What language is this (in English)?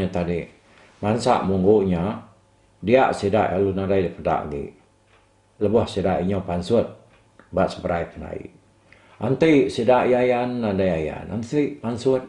Iban